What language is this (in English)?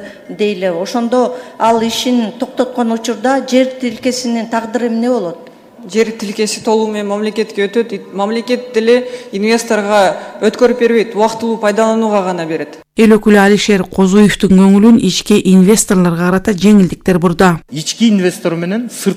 Kyrgyz